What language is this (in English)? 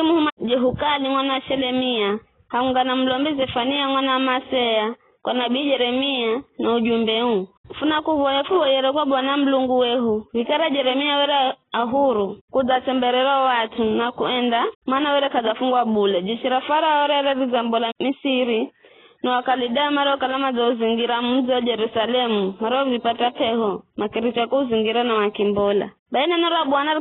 Giryama